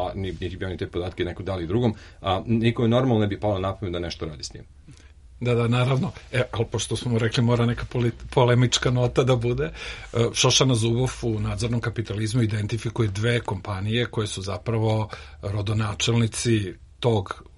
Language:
Serbian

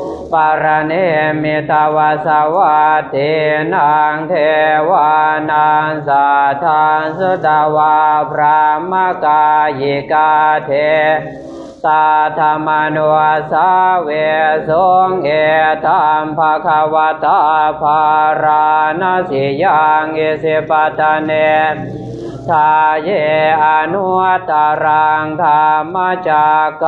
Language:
Pali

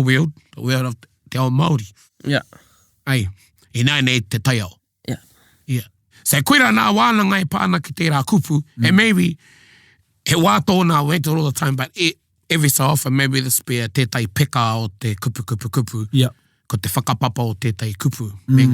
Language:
Māori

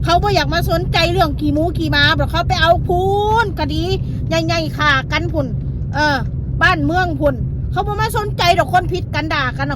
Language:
Northeastern Thai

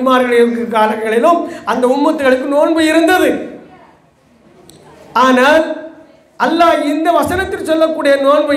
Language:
Tamil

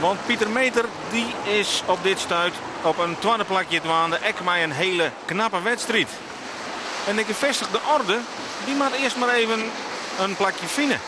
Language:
Western Frisian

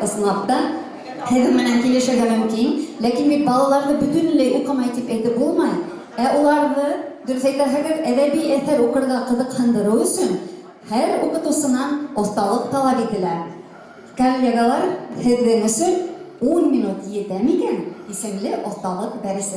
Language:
Bashkir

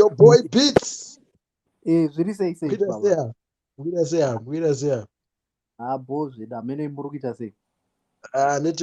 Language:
Shona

